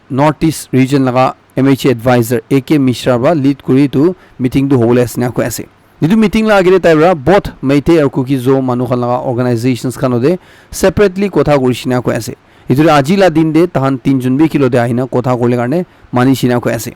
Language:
Naga Pidgin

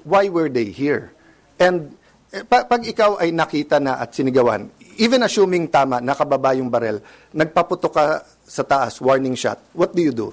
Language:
Filipino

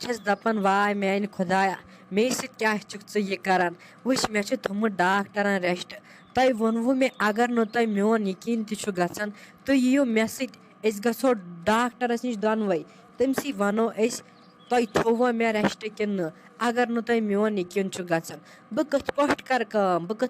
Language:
Kashmiri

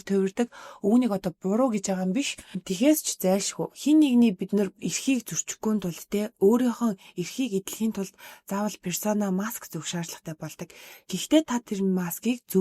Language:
Mongolian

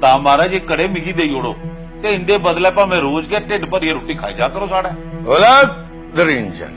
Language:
Dogri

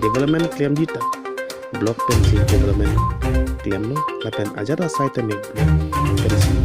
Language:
Karbi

